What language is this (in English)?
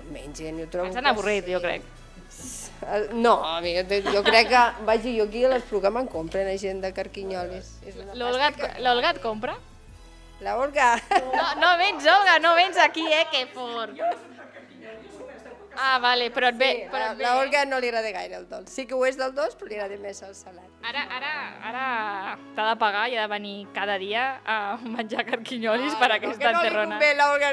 Catalan